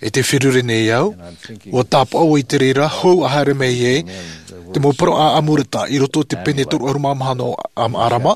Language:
Tahitian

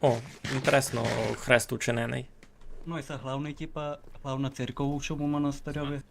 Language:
Rusyn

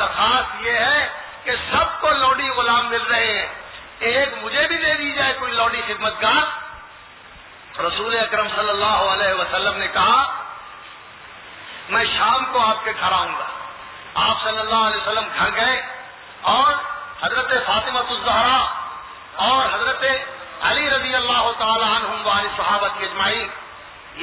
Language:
Urdu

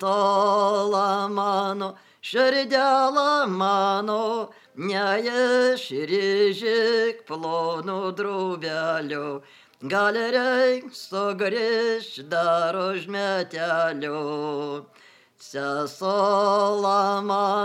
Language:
Lithuanian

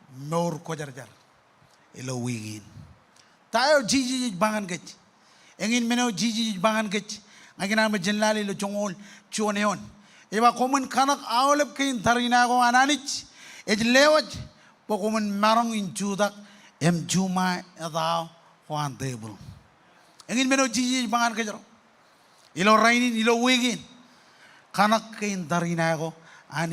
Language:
Marshallese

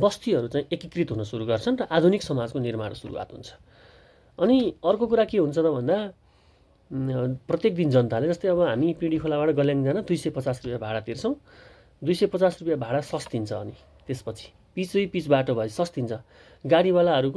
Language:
Nepali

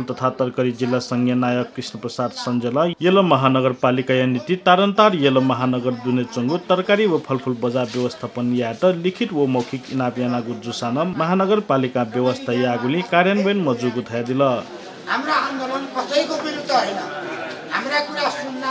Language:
Newari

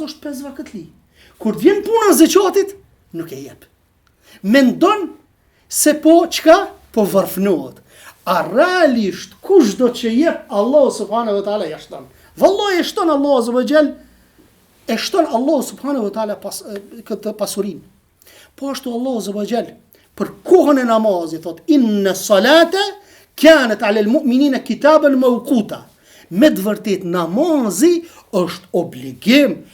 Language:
Albanian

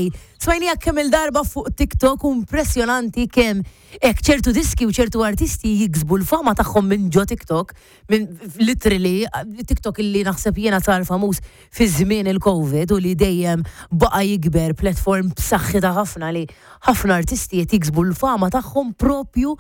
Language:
Maltese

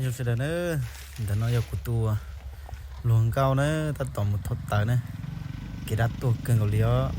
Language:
Hmong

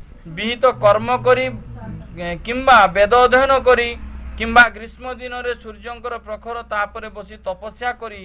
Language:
Odia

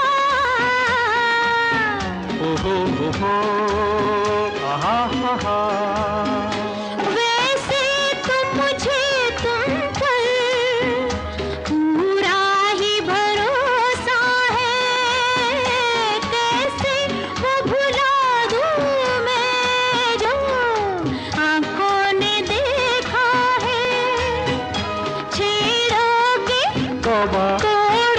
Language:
Hindi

